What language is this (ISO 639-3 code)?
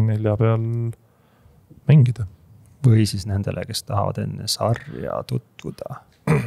est